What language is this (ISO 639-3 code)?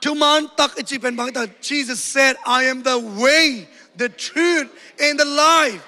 ctd